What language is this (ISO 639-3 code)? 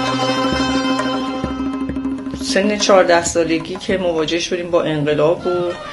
fas